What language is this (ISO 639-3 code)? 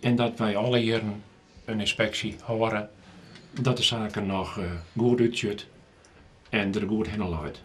fry